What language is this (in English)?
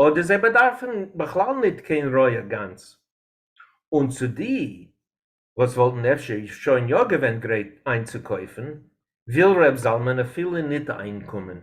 Yiddish